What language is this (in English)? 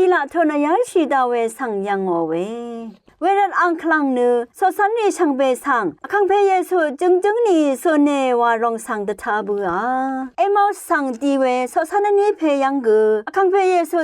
Rawang